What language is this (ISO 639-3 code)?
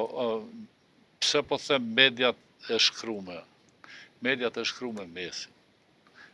sqi